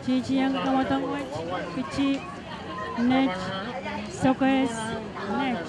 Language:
Pohnpeian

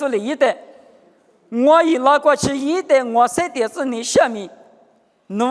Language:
Lisu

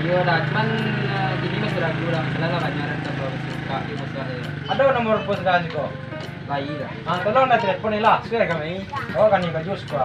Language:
Minangkabau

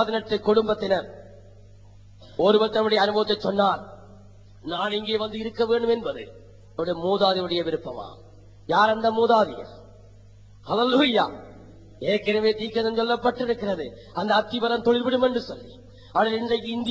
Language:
Tamil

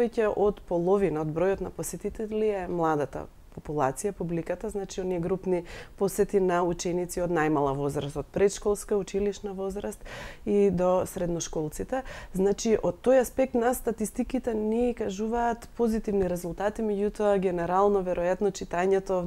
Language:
Macedonian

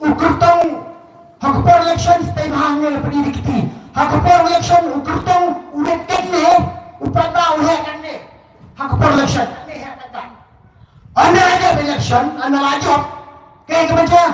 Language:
Khasi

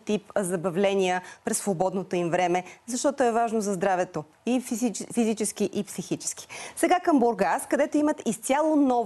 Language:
Bulgarian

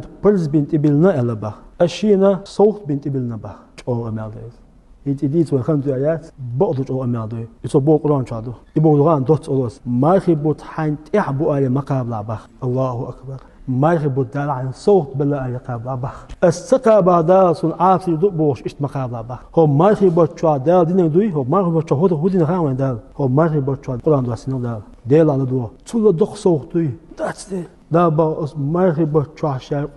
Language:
Chechen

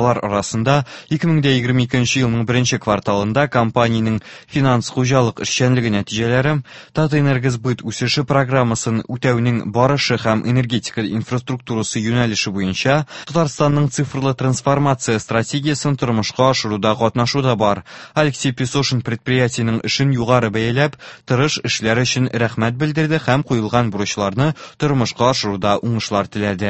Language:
Tatar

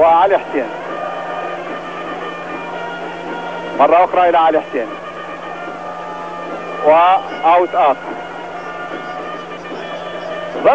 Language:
Arabic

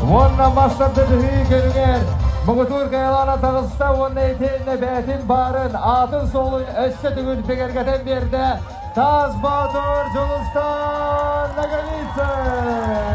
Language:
Yakut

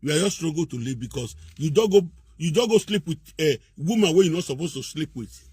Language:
Nigerian Pidgin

